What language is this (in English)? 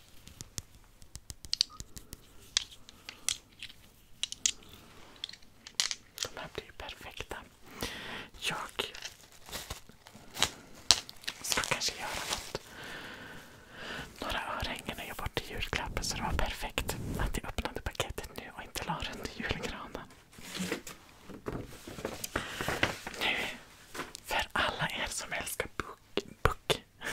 Swedish